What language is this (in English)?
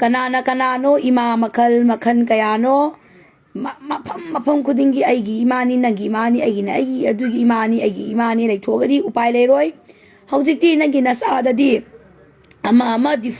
Manipuri